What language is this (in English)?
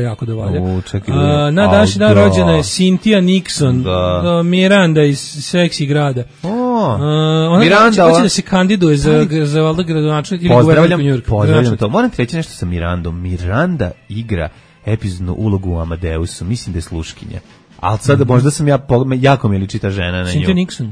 Serbian